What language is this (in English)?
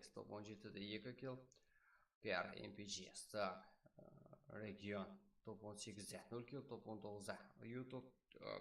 Kara-Kalpak